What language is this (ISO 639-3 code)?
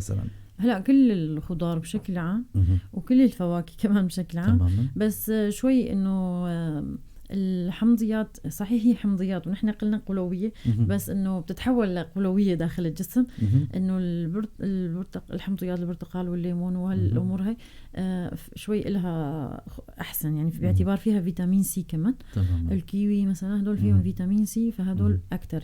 apc